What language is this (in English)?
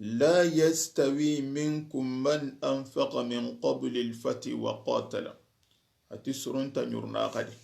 Soninke